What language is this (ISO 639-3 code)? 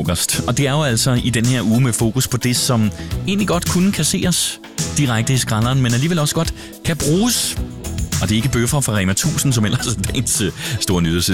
dan